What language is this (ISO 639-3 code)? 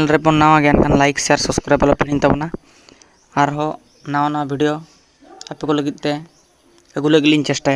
sat